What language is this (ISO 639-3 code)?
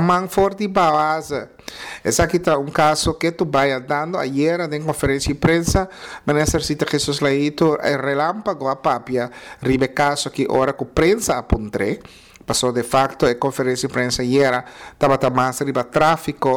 pap